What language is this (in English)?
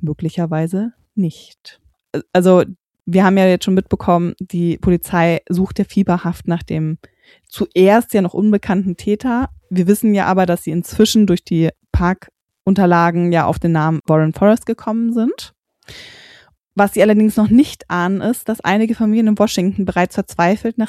German